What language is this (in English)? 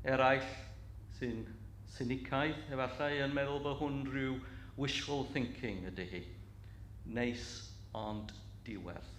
Welsh